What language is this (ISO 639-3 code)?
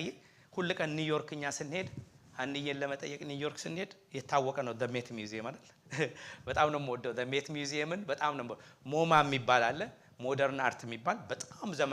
amh